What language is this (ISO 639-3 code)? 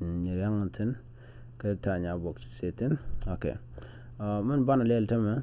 nus